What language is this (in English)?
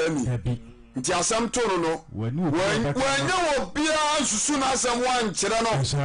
Akan